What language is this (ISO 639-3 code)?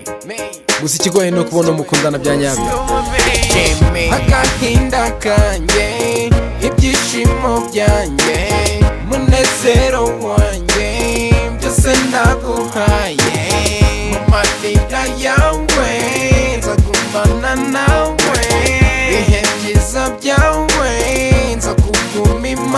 kin